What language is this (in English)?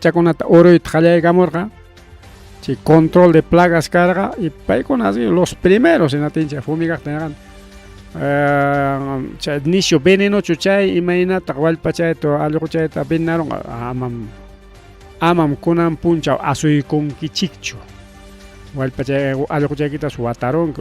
Ayacucho Quechua